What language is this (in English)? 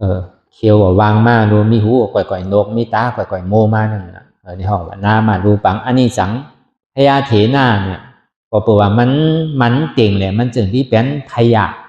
Shan